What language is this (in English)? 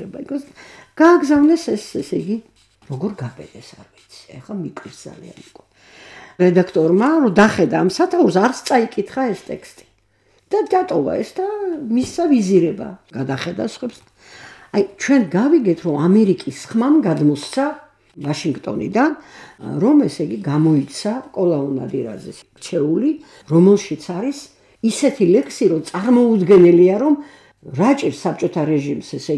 Georgian